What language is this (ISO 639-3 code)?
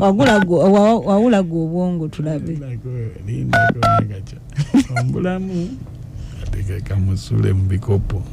lug